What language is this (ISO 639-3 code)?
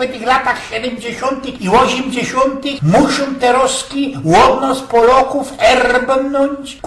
szl